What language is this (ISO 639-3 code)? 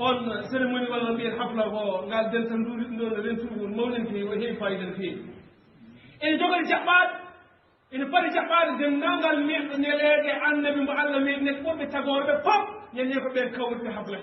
ful